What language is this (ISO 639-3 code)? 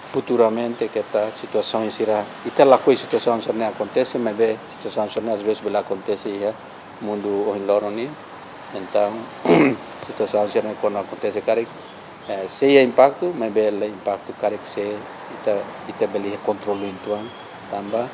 tet